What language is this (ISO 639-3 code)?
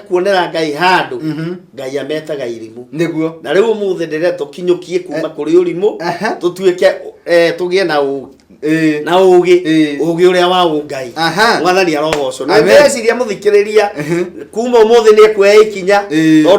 kik